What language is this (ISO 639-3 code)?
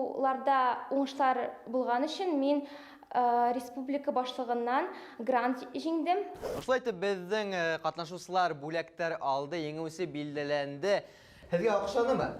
bak